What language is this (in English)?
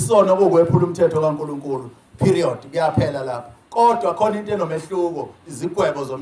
Zulu